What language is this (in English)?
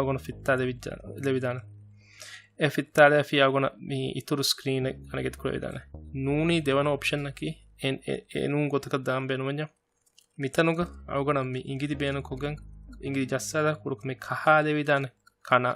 Divehi